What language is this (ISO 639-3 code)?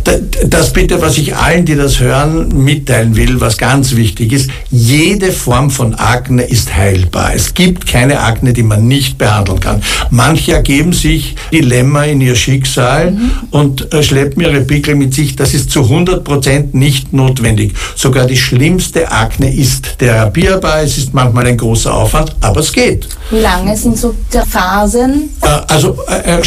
deu